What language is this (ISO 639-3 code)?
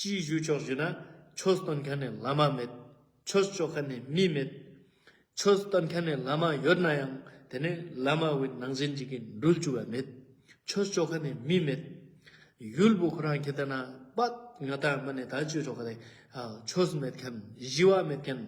lbj